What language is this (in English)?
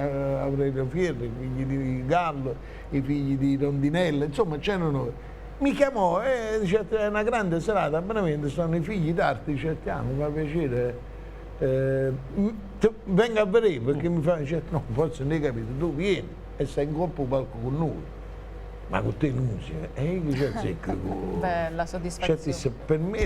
Neapolitan